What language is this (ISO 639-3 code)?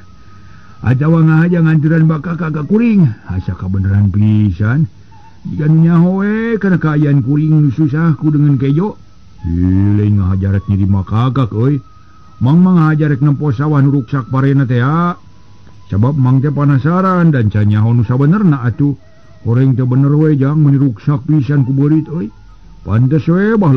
sun